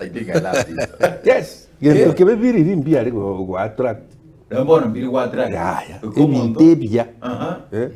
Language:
Gusii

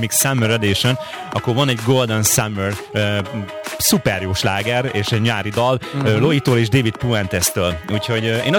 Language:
Hungarian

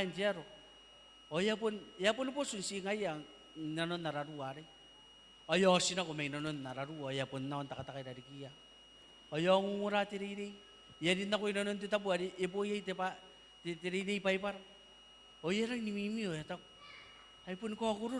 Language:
Gilbertese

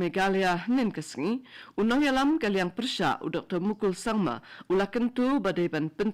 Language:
Khasi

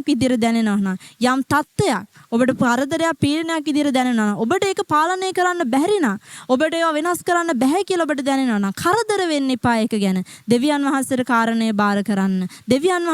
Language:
Sinhala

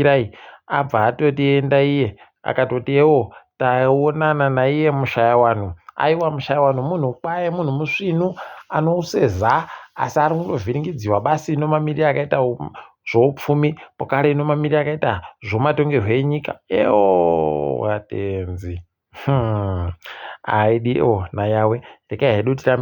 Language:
Ndau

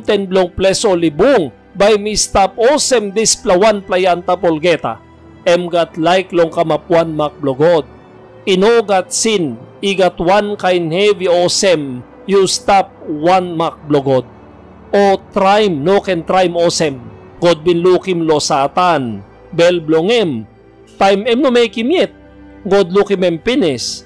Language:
Tok Pisin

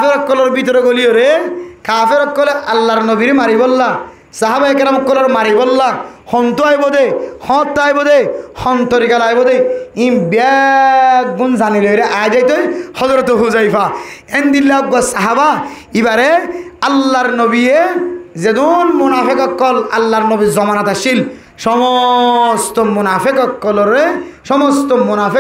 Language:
Rohingya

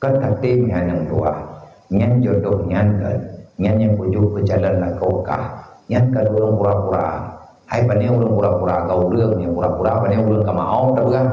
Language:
Achinese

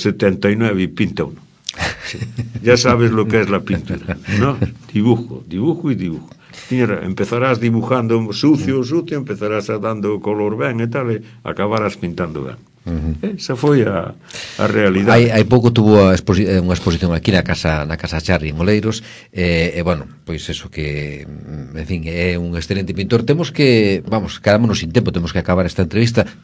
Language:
Galician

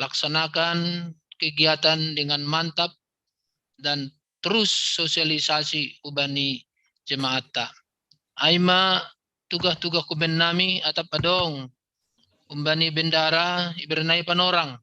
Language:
Batak Simalungun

